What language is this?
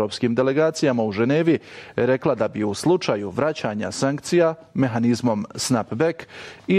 Bosnian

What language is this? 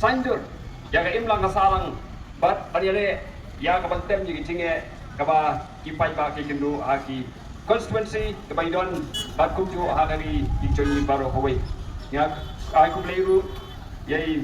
Khasi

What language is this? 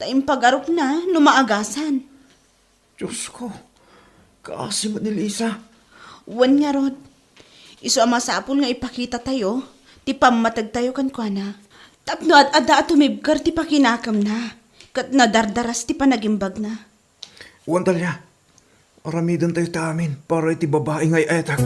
Iloko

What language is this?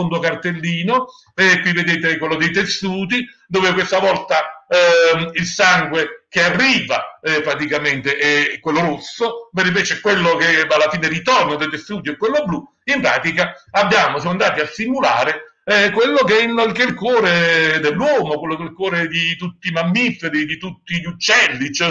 Italian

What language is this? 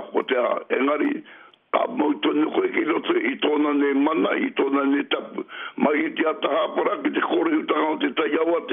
Māori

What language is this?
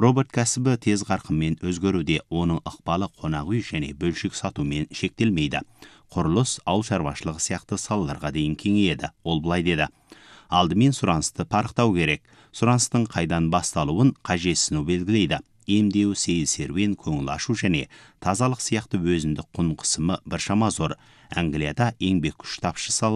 Kazakh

